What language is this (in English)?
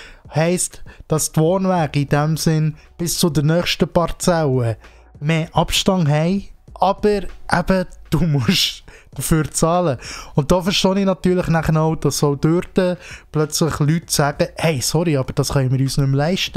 Swiss German